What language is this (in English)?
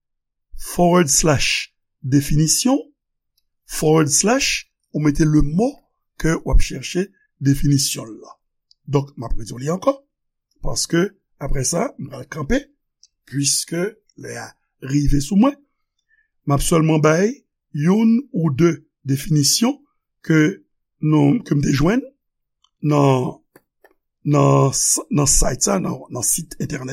Haitian Creole